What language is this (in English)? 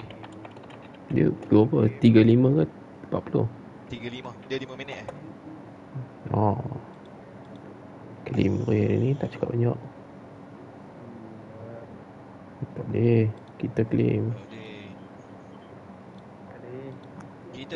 Malay